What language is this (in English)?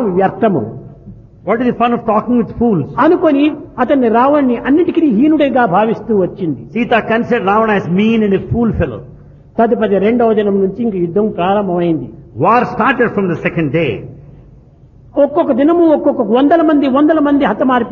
Telugu